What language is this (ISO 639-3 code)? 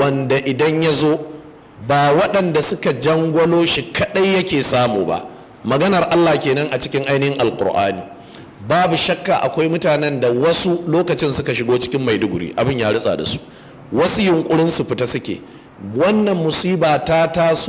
hau